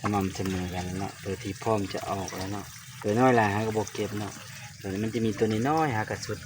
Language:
Lao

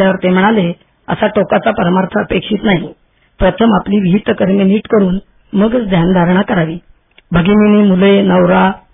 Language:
Marathi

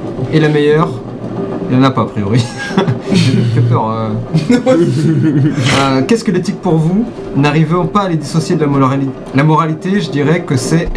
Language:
French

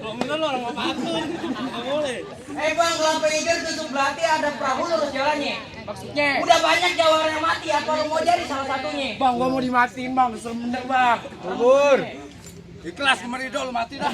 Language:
Betawi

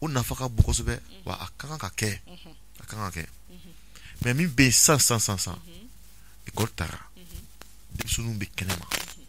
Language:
Bambara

